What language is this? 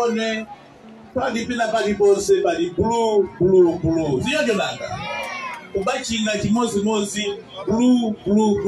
Nyanja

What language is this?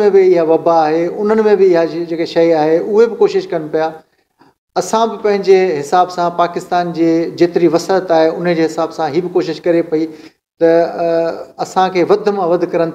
Sindhi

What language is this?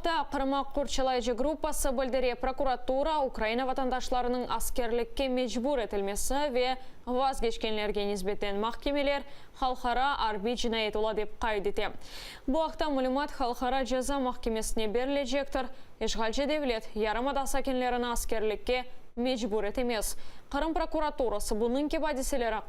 Crimean Tatar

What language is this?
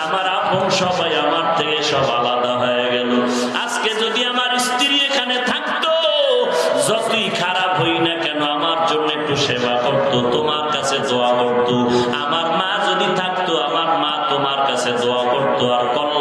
Bangla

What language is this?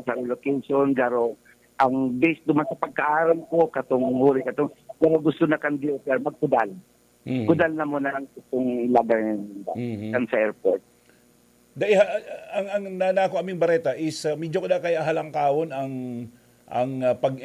Bikol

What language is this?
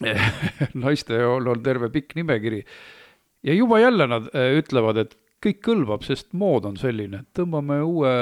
Estonian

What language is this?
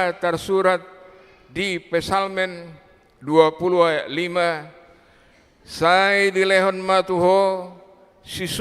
Batak Toba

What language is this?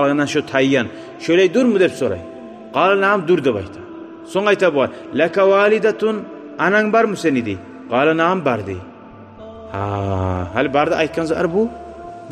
Kumyk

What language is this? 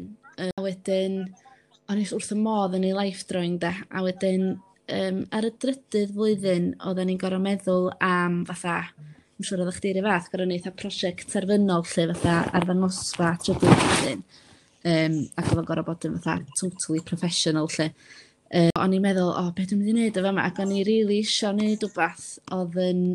Welsh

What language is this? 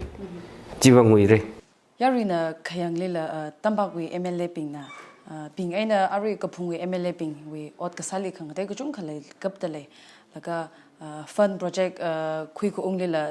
Tangkhul Naga (India)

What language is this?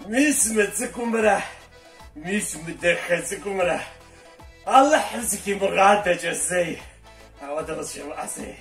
Kabardian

